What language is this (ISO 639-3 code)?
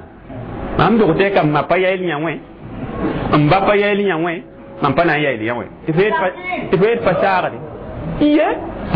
mos